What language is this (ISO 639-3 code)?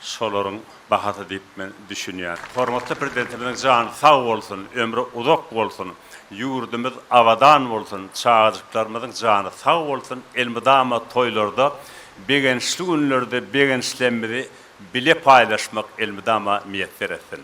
tuk